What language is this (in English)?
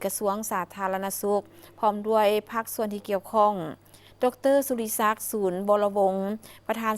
Lao